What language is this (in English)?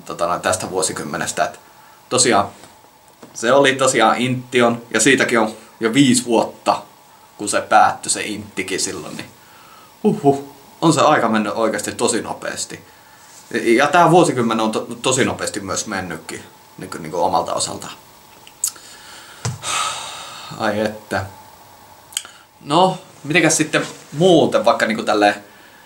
Finnish